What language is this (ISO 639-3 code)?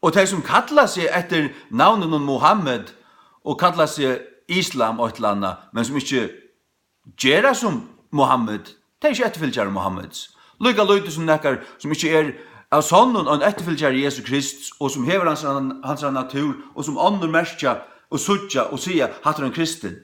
fao